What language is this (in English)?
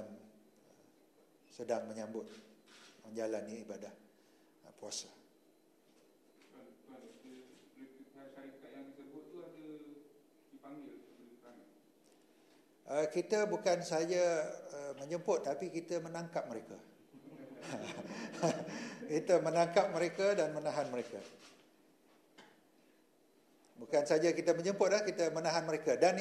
Malay